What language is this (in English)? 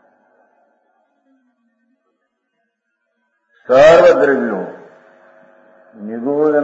Gujarati